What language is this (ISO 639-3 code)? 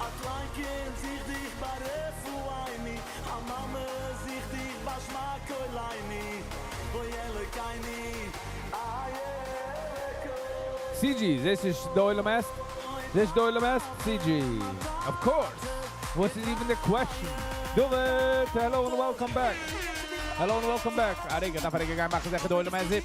yid